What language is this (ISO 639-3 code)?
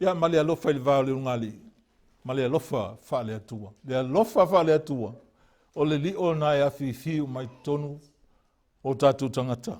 smo